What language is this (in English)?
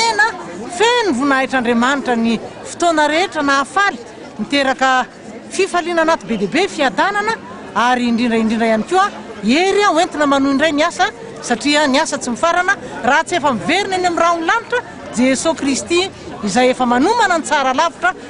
Malagasy